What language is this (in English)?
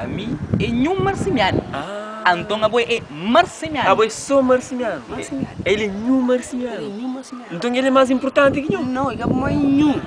Kabuverdianu